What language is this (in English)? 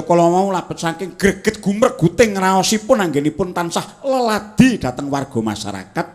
Javanese